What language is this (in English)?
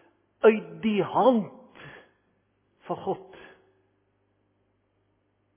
Afrikaans